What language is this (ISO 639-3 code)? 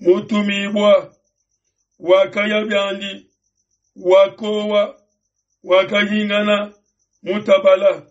lua